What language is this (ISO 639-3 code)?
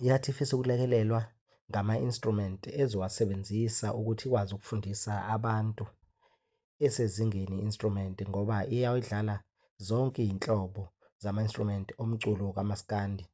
zul